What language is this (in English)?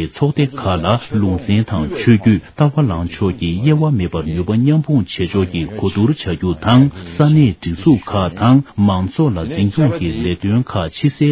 Tibetan